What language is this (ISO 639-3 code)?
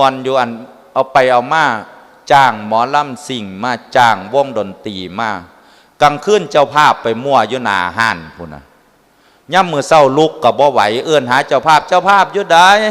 tts